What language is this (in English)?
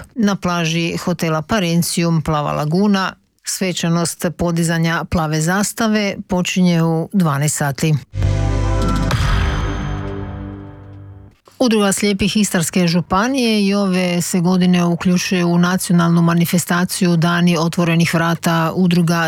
Croatian